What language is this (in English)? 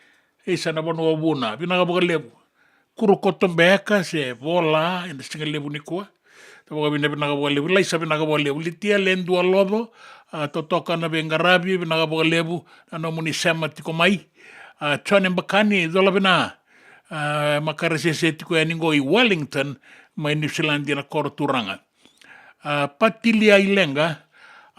Fijian